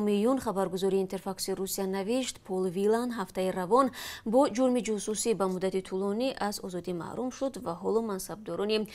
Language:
Tajik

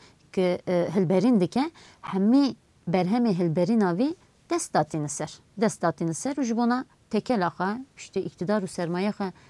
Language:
Kurdish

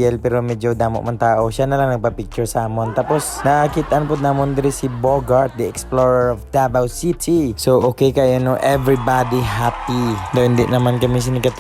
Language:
Hiligaynon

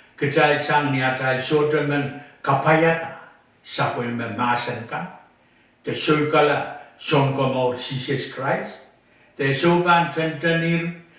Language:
Pohnpeian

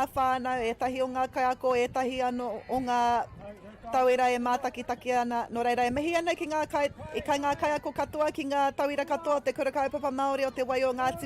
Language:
Māori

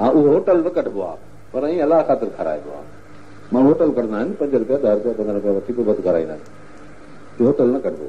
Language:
Sindhi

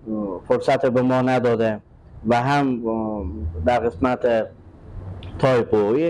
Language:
Persian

